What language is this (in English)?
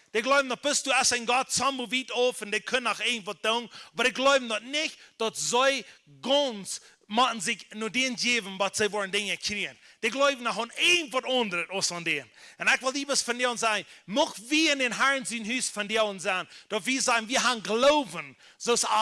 Plautdietsch